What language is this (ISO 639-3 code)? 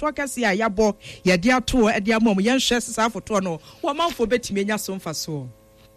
aka